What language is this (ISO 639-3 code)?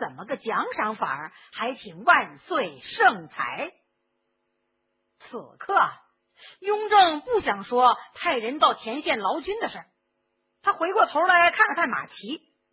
zho